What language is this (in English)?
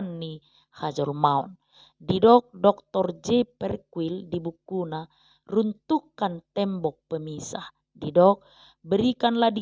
Batak Toba